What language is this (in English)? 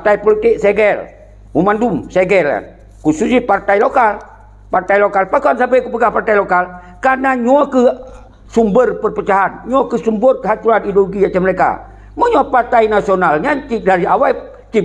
Achinese